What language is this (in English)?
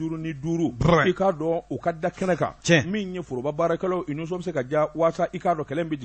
Bambara